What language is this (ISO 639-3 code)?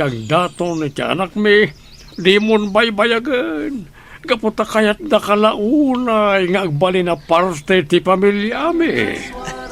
ilo